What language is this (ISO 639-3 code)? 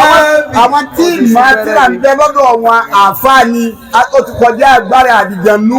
yor